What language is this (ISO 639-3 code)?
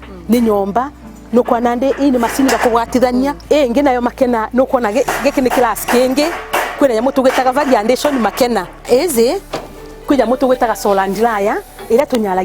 mer